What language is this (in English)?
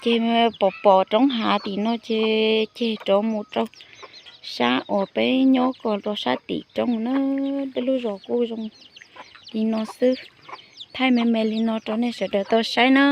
Hmong